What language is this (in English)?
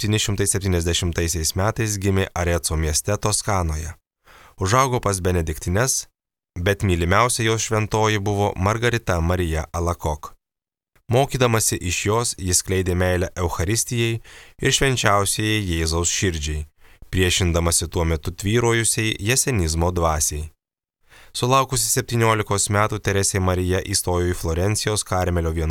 Lithuanian